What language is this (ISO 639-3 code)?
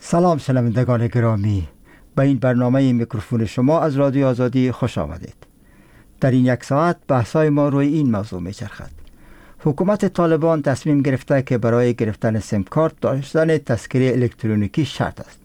fas